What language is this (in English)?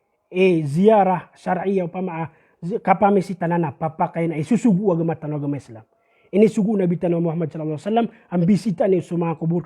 Maranao